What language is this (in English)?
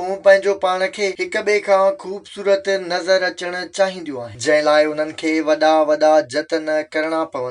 Sindhi